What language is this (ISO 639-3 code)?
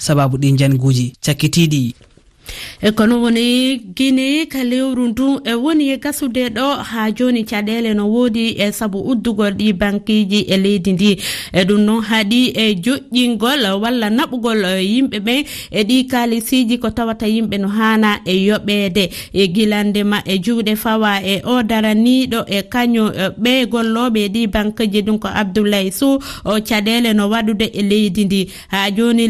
ful